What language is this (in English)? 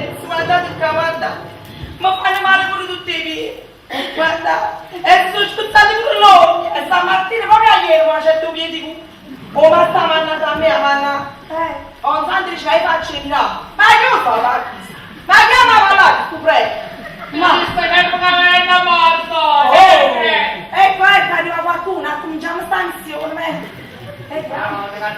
Neapolitan